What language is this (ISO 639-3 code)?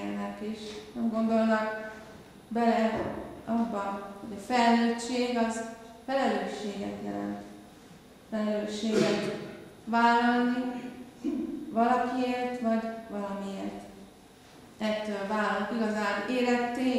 hun